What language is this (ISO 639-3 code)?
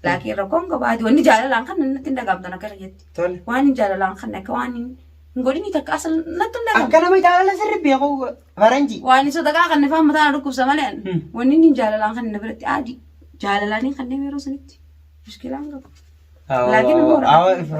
orm